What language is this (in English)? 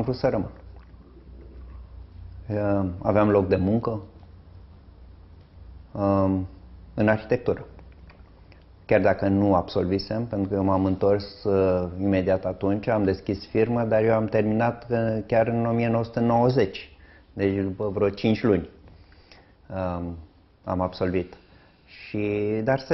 Romanian